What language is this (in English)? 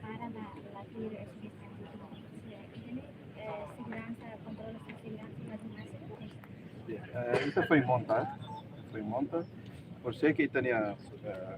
Tetum